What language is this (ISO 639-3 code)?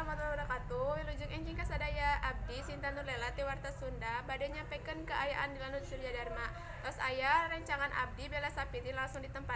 sun